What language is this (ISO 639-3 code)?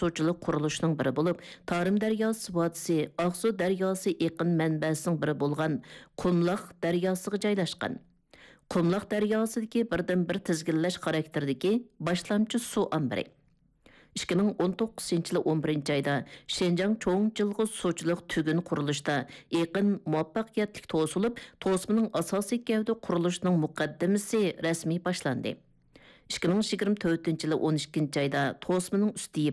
uig